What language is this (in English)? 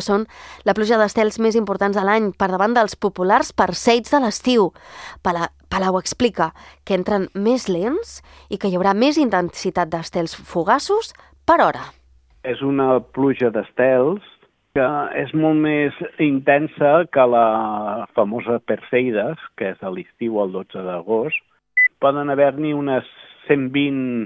Catalan